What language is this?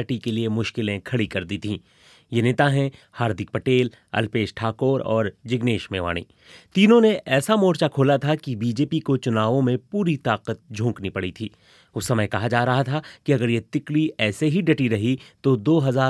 Hindi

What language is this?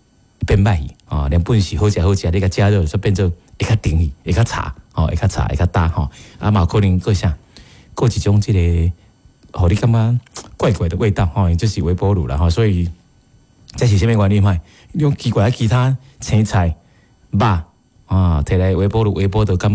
Min Nan Chinese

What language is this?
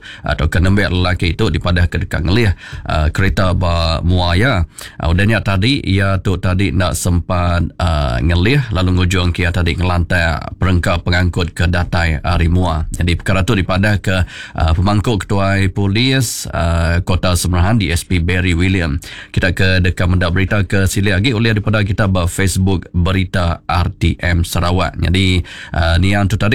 Iban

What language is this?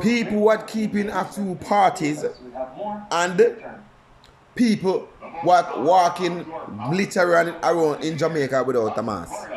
Jamaican Creole English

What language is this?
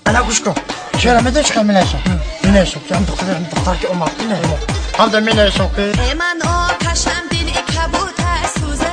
Tajik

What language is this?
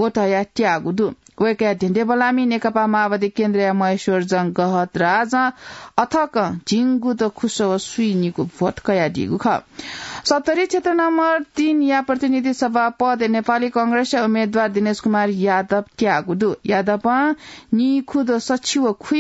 Newari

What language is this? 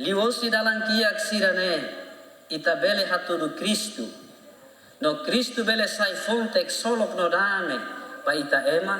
Tetum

